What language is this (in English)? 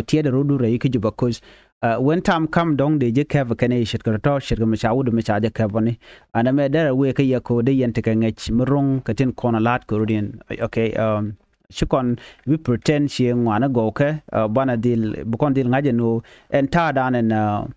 Nuer